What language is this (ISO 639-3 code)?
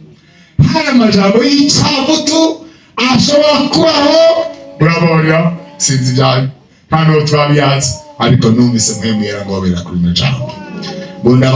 run